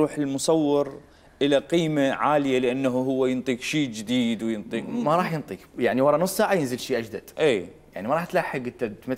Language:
Mesopotamian Arabic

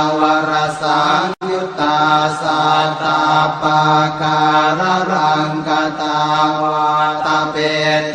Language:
Pali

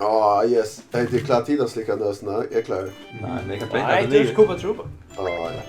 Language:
Faroese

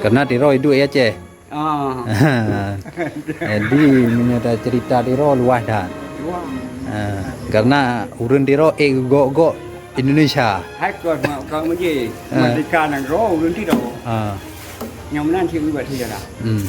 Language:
Achinese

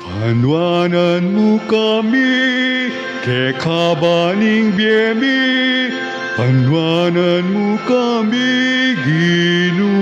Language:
Pampanga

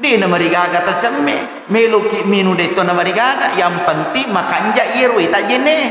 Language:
Buginese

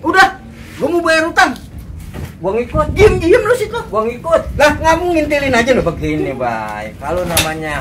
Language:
Betawi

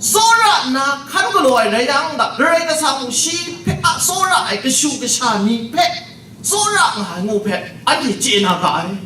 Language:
Kachin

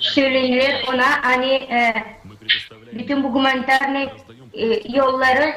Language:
Gagauz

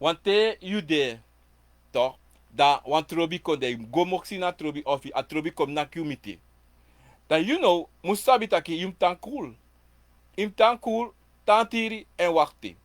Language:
Sranan Tongo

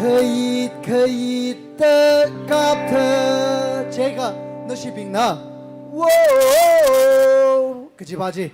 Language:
Tangkhul Naga (India)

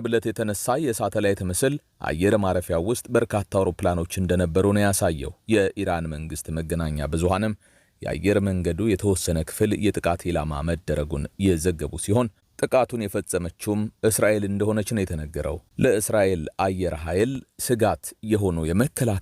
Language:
Amharic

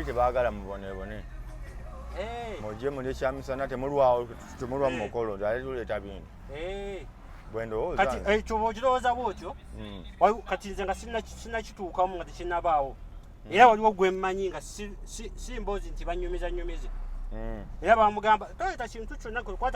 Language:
Ganda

